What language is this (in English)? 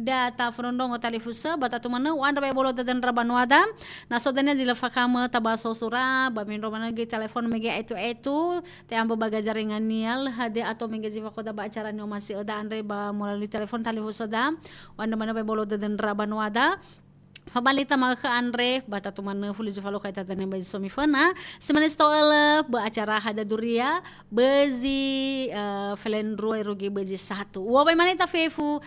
Nias